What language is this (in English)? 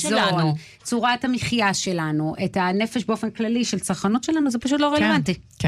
Hebrew